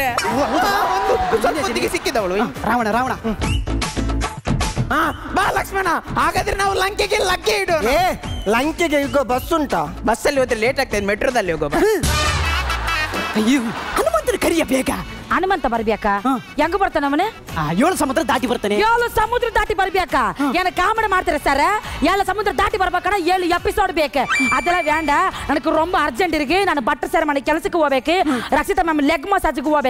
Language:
Kannada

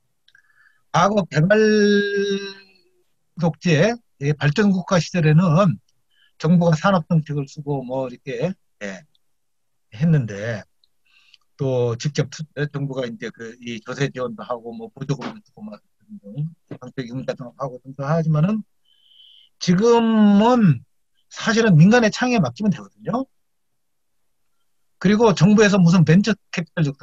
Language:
Korean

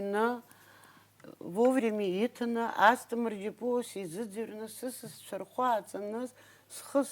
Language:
Abkhazian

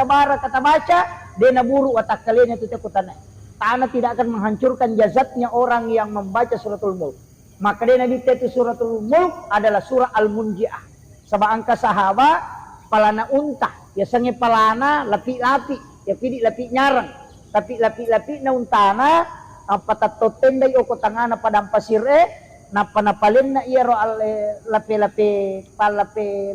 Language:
Buginese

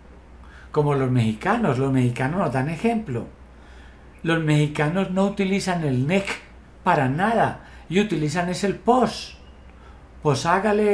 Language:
Spanish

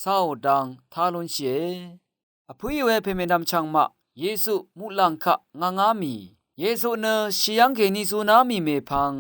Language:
Rawang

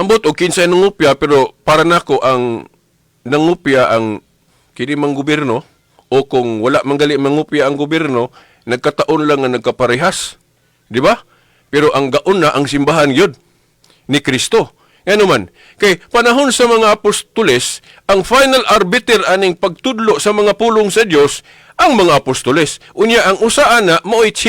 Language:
Cebuano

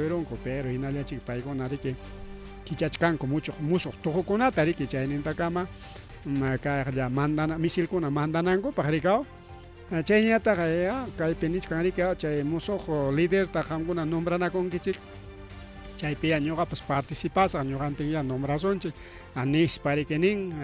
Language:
Ayacucho Quechua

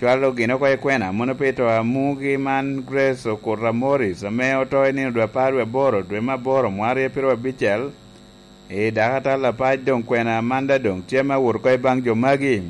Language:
Lango (Uganda)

